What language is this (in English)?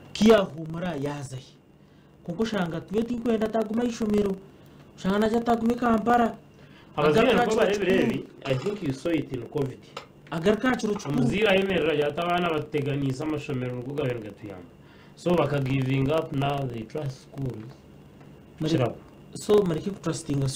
Nyankole